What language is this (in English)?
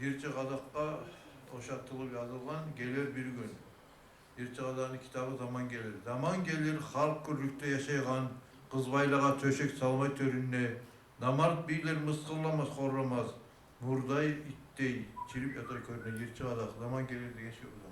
Kumyk